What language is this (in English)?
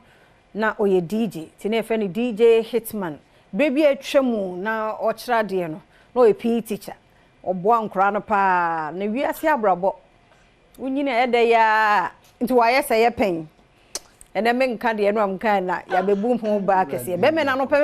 Akan